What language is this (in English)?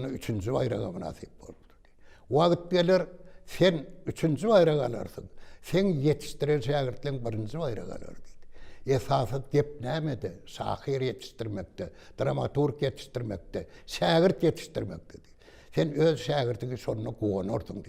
Turkmen